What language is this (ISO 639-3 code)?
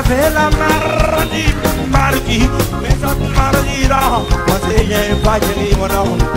rcf